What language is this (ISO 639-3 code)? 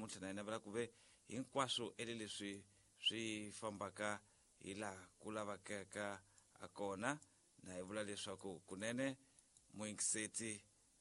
tso